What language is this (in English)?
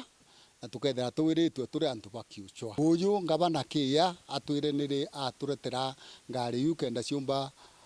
Meru